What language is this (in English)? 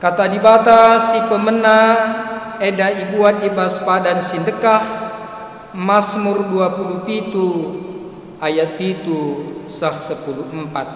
Batak Karo